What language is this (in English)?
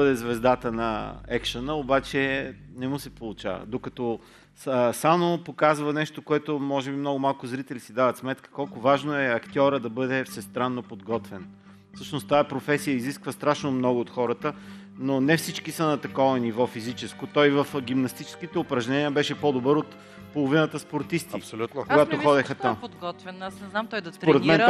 Bulgarian